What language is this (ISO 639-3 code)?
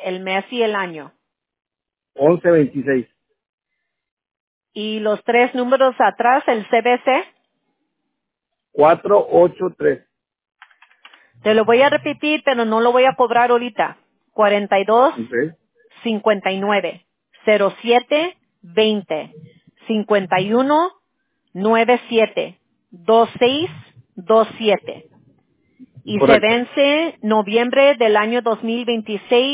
spa